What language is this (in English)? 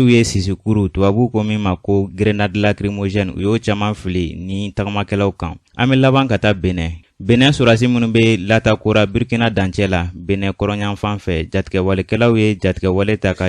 Bambara